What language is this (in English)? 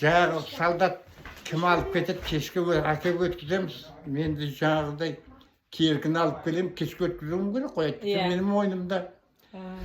Kazakh